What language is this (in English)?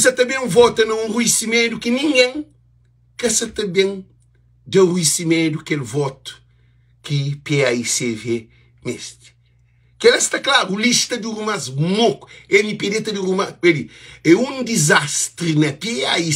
Kabuverdianu